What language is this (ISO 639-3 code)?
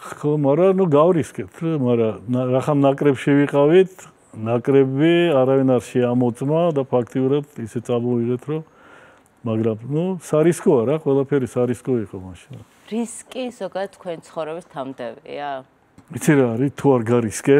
kat